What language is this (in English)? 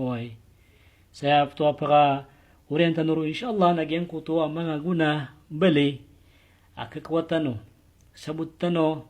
Maranao